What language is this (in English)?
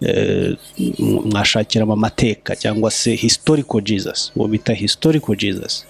Kinyarwanda